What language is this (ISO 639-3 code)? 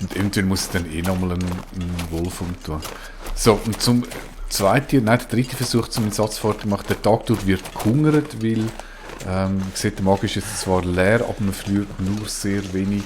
gsw